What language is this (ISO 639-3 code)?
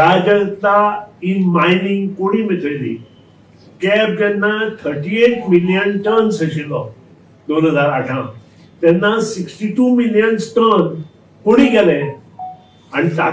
kok